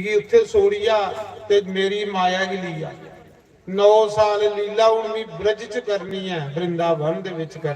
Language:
Dogri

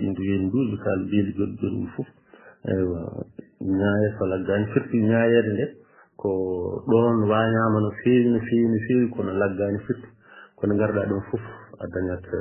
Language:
Fula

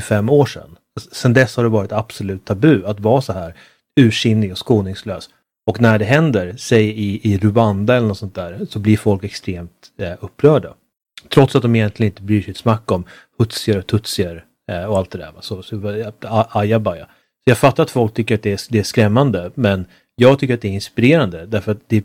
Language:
Swedish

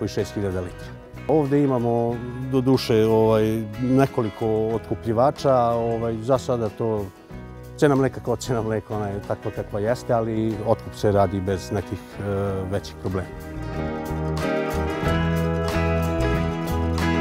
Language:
Serbian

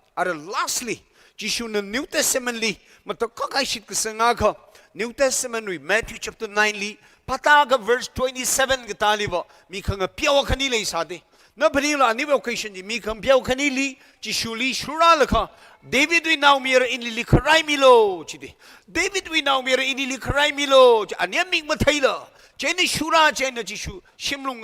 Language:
Tangkhul Naga (India)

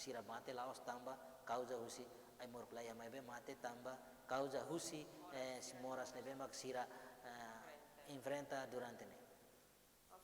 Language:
Tetum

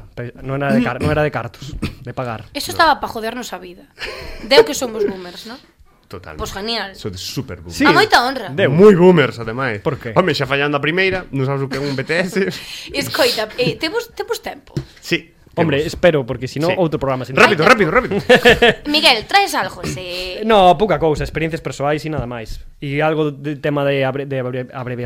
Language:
Galician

